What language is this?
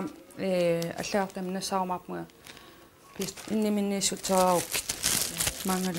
Kalaallisut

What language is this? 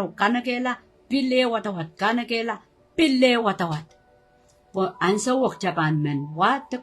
Pohnpeian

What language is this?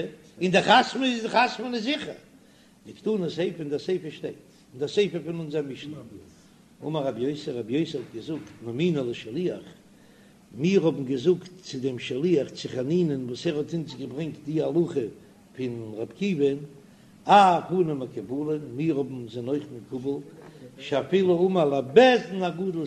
Yiddish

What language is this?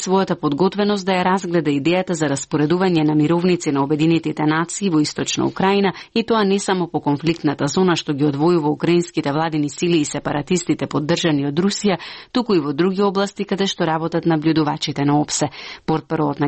Macedonian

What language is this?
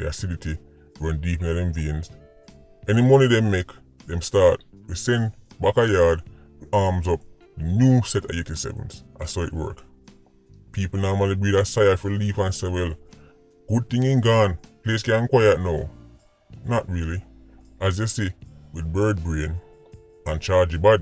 Jamaican Creole English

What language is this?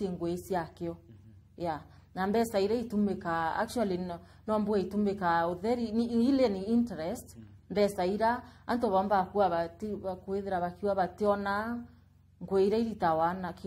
Meru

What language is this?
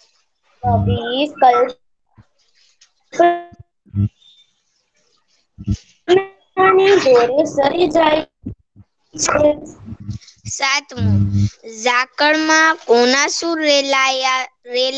Gujarati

